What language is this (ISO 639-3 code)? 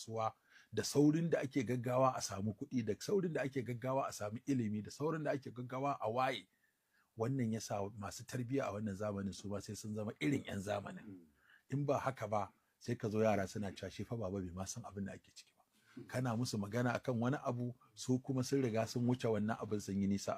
hau